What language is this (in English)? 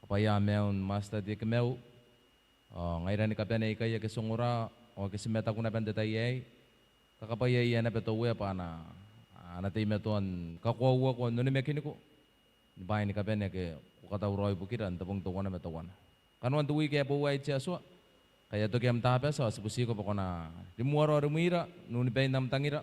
Gilbertese